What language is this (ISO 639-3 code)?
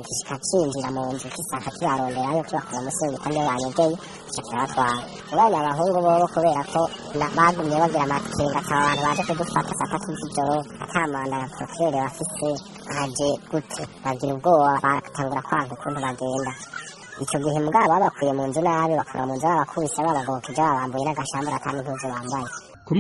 run